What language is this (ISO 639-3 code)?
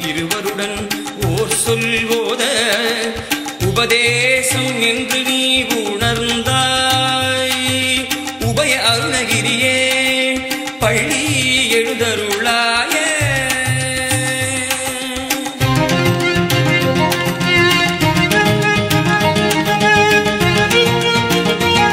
tam